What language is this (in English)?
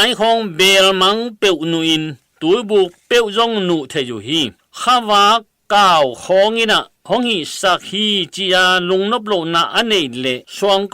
Tedim Chin